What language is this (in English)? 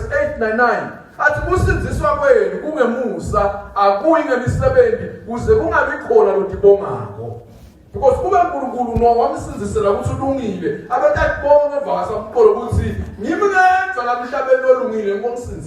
Swati